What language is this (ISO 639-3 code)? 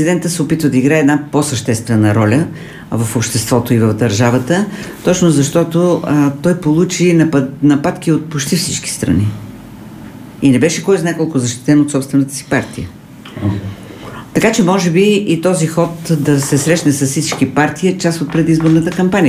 bul